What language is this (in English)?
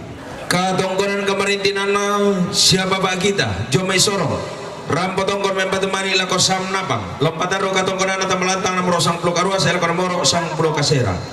Toraja-Sa'dan